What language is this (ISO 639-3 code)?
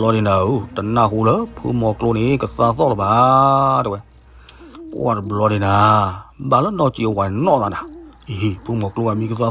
ksw